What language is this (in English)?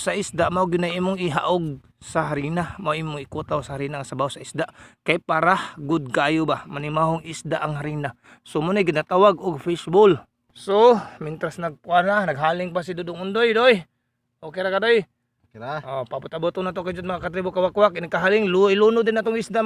Cebuano